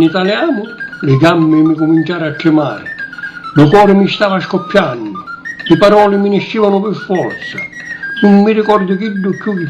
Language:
Sicilian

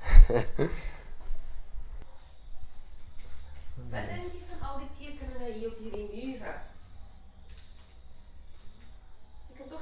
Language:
Afrikaans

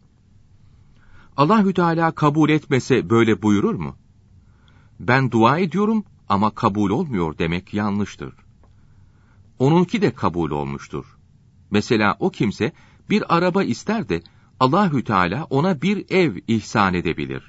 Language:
Turkish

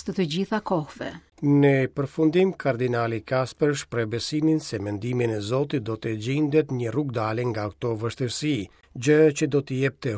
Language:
Albanian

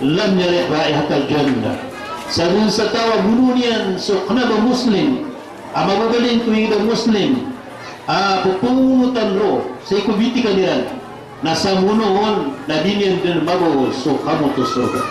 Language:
Maranao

